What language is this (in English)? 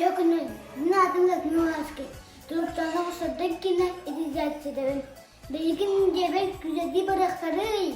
Yakut